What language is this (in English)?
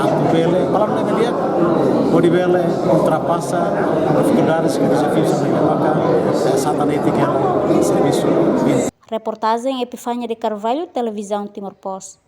Tetum